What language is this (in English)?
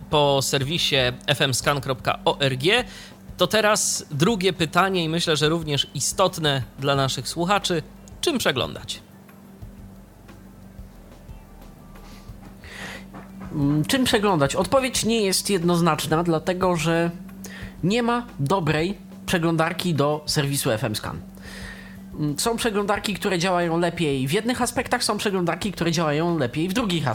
Polish